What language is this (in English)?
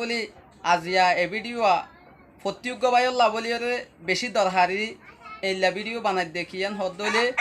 Rohingya